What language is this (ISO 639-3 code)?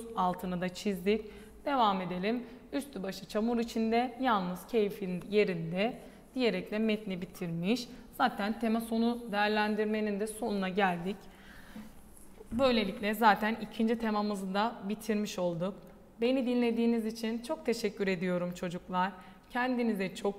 tur